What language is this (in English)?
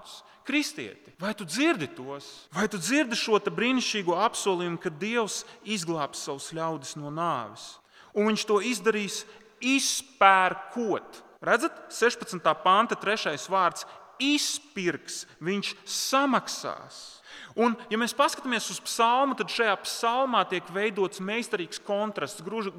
Latvian